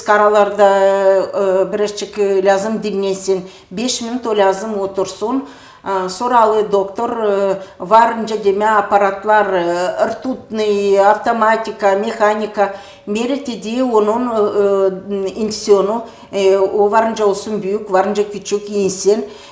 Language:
Gagauz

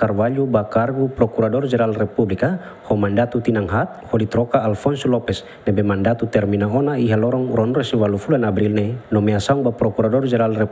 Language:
Tetum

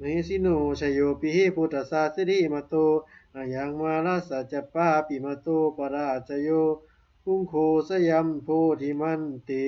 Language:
Pali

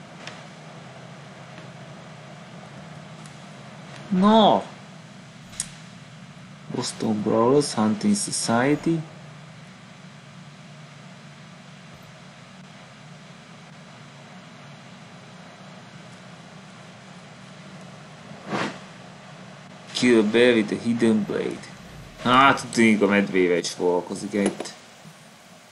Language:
Hungarian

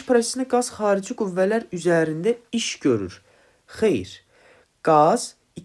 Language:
Azerbaijani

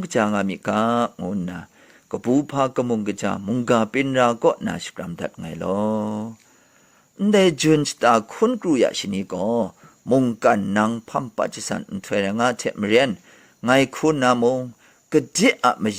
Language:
Kachin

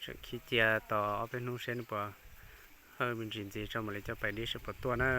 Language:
Hmong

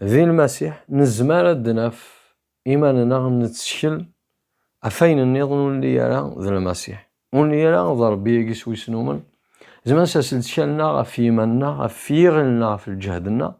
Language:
Kabyle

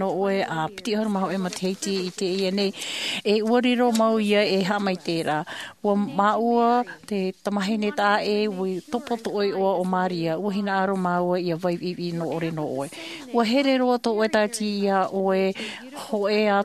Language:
Tahitian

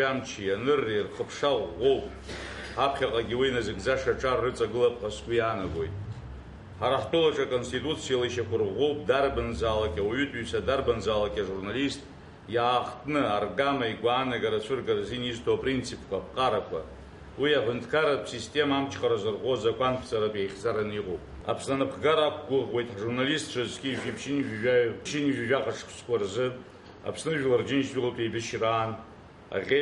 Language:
Abkhazian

